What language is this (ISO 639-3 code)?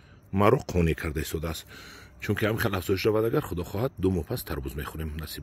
tgk